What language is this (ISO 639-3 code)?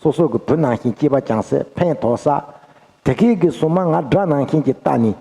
bod